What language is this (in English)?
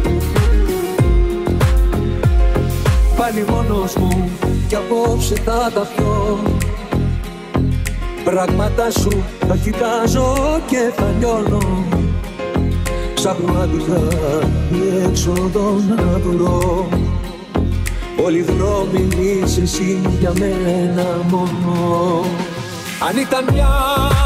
Greek